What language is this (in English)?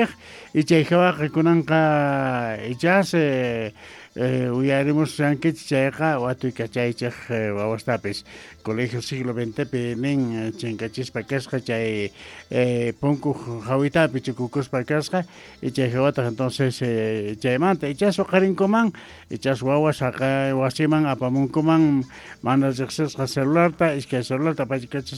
South Bolivian Quechua